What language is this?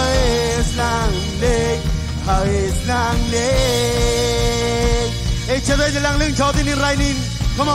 Marshallese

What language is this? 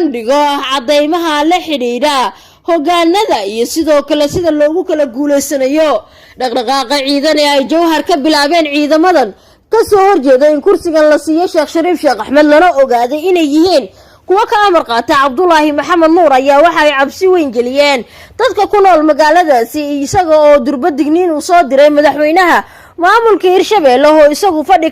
Somali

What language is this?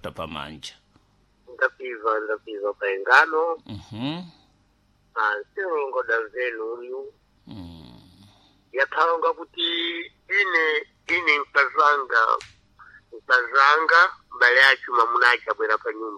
Sena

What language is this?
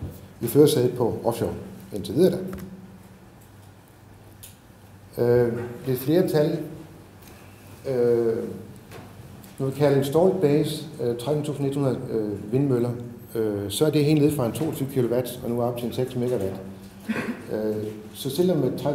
Danish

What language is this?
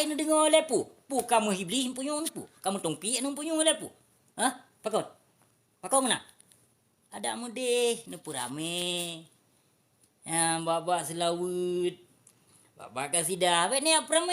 Achinese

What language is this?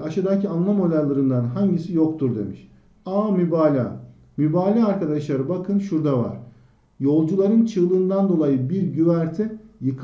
Turkish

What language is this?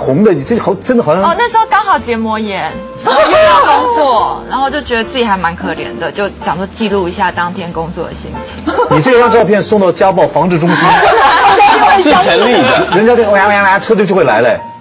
Chinese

